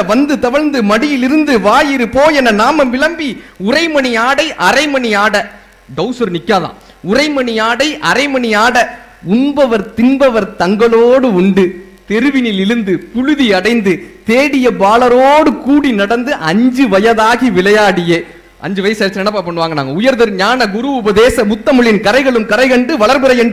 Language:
Tamil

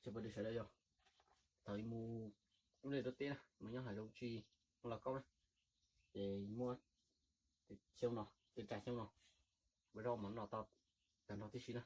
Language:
Hmong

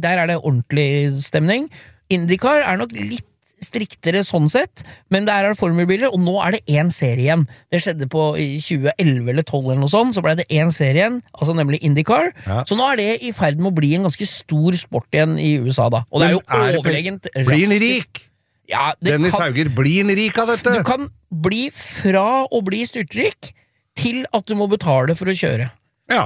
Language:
Norwegian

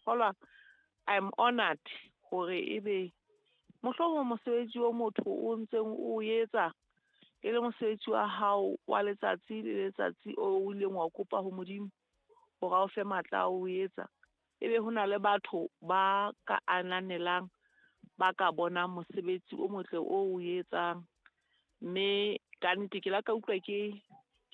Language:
Southern Sotho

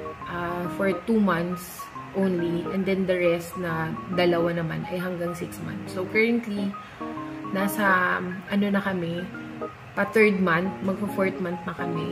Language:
Filipino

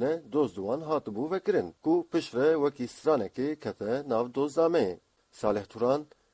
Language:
Kurdish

